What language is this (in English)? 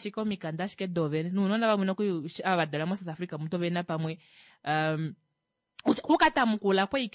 Kuanyama